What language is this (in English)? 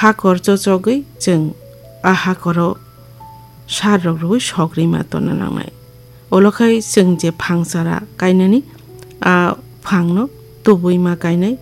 Kok Borok